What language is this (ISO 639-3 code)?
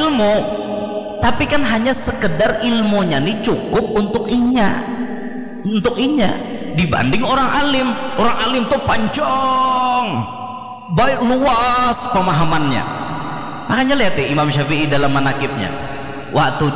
bjn